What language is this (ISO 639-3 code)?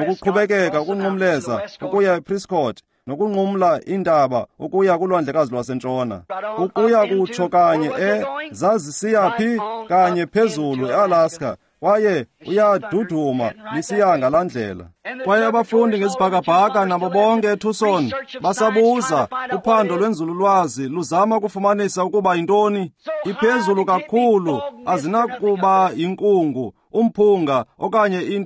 xho